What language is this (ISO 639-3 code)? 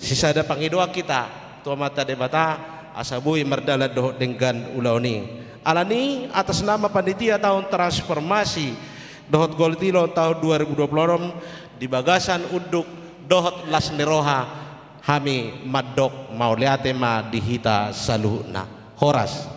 bbc